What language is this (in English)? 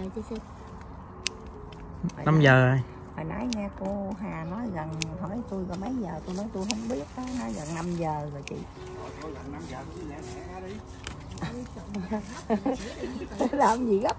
Vietnamese